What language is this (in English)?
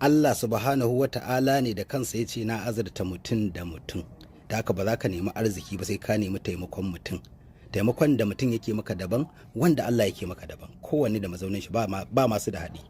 Hausa